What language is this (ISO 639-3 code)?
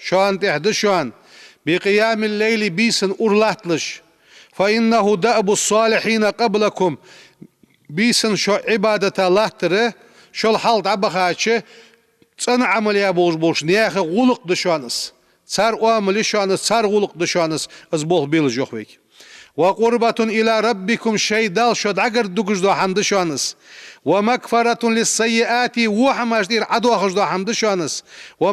inh